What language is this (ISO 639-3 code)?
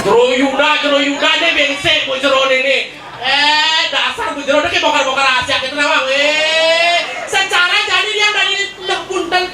ban